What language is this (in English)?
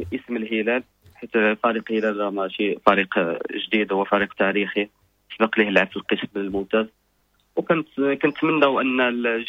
Moroccan Arabic